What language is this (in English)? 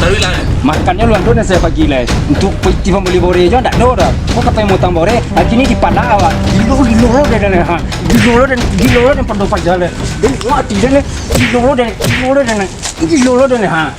Minangkabau